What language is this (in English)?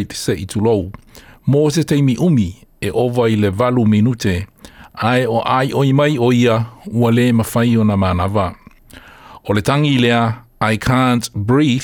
Samoan